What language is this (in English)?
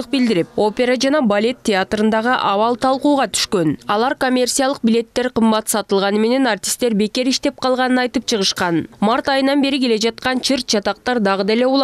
Kyrgyz